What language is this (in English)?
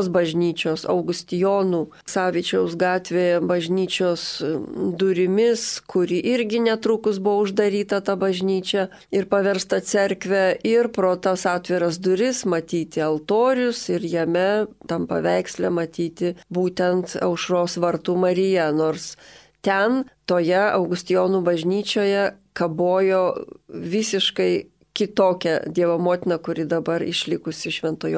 Lithuanian